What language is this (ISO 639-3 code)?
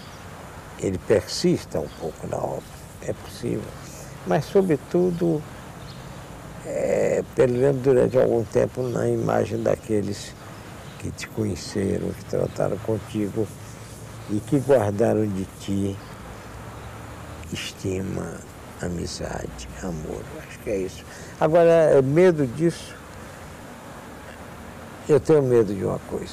por